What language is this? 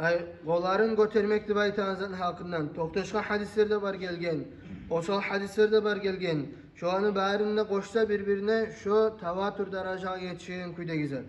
Kumyk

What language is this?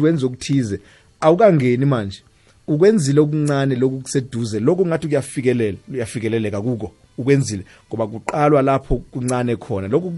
South Ndebele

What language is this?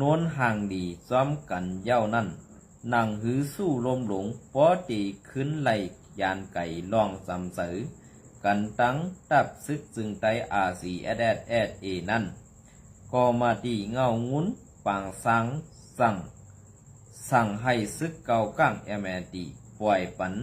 Shan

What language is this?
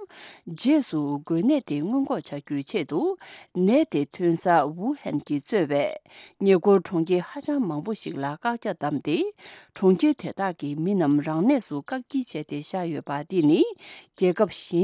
Tibetan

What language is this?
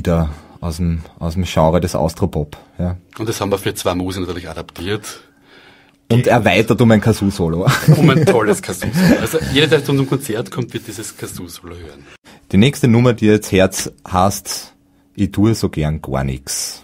Bavarian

